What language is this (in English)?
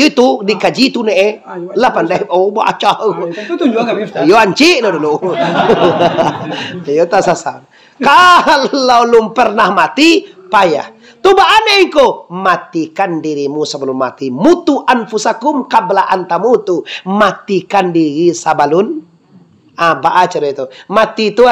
Minangkabau